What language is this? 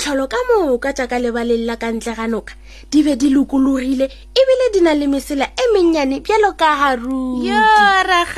Northern Sotho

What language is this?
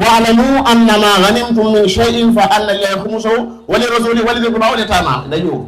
Wolof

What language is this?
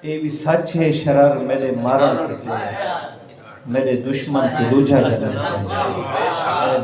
Saraiki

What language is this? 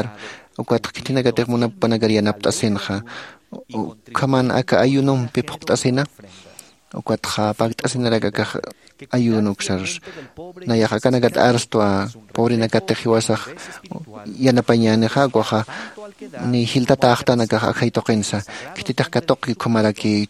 Aymara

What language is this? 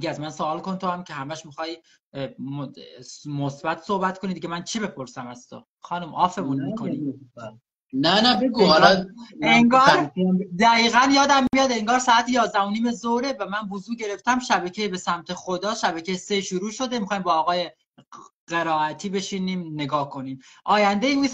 Persian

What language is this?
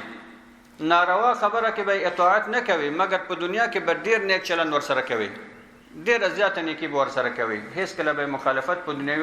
Pashto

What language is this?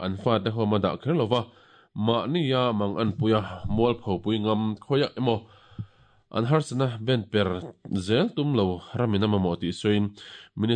Mizo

